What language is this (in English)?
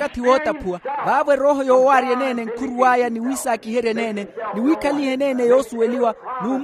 Makhuwa